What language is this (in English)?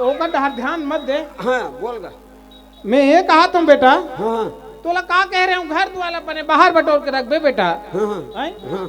Chhattisgarhi